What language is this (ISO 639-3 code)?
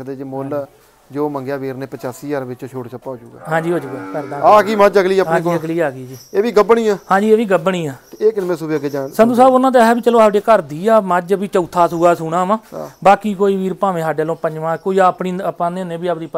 pan